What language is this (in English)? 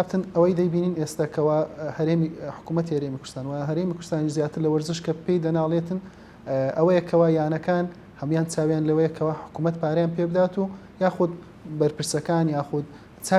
Central Kurdish